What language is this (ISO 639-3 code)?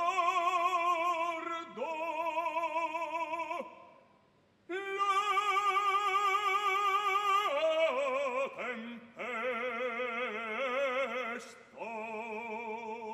ita